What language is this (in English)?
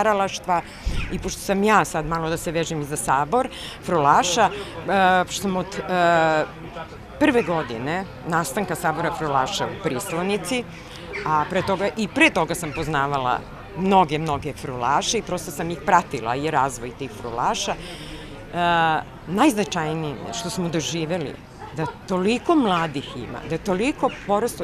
Serbian